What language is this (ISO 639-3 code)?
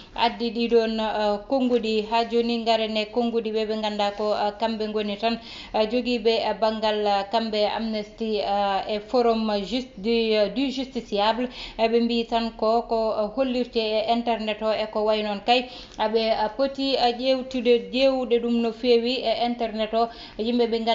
ful